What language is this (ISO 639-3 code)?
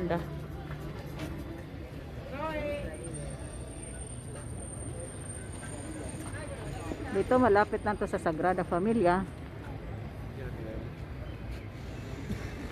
fil